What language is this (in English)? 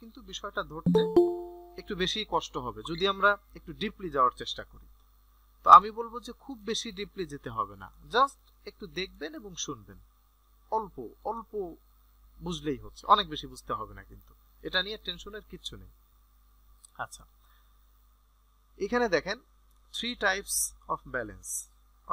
Bangla